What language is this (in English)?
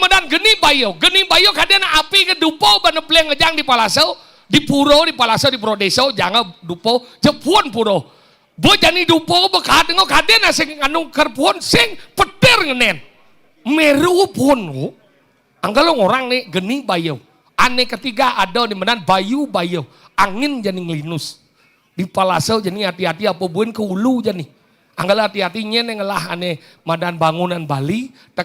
Balinese